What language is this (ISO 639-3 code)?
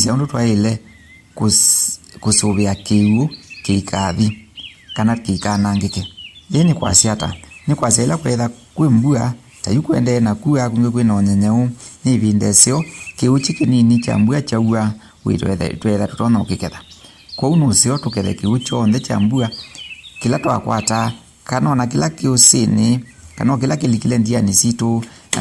kam